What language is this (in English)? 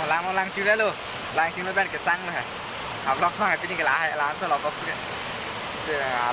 Karbi